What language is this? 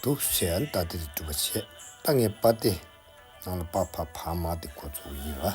Tibetan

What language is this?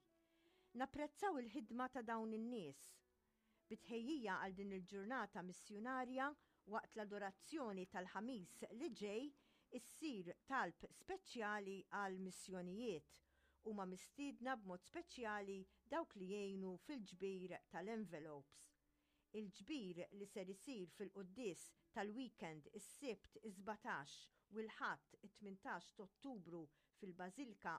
Maltese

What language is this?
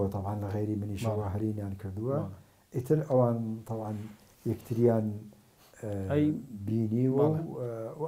Central Kurdish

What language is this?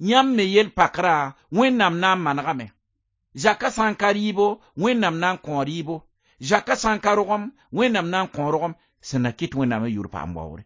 Mossi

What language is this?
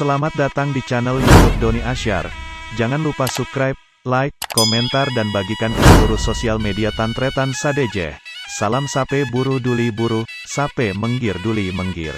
Madurese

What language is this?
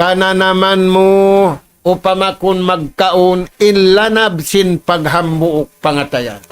Tausug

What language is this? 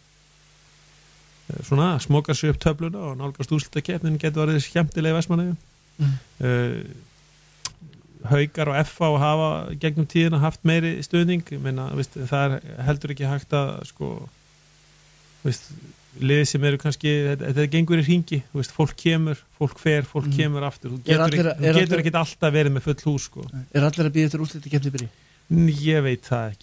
Icelandic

